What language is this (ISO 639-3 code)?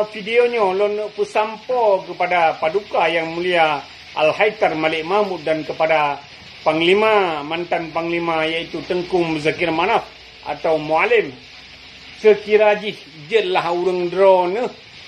ace